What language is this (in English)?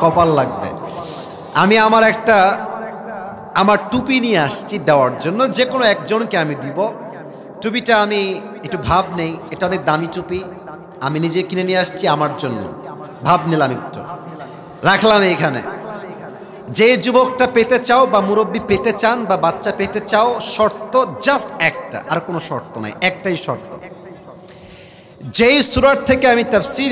Bangla